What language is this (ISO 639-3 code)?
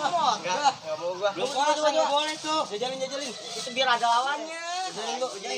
bew